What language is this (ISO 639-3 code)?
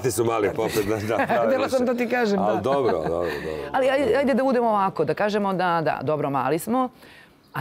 srp